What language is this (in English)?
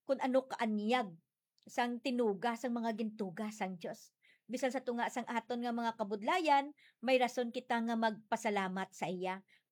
Hiligaynon